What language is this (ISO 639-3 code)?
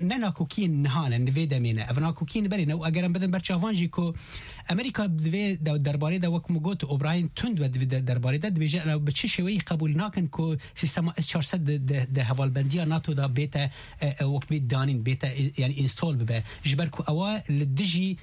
kur